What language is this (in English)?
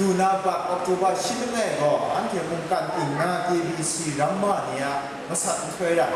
Kachin